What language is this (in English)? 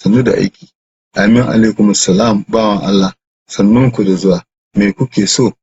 Hausa